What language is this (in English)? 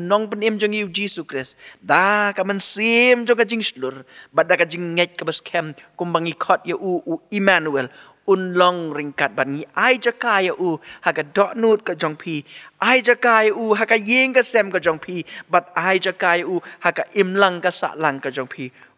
Khasi